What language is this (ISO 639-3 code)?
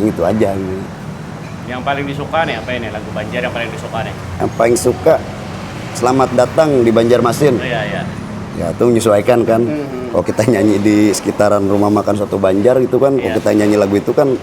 bjn